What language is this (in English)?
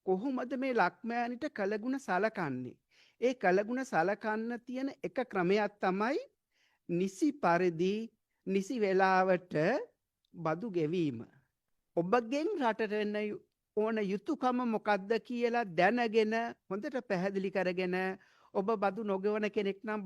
Sinhala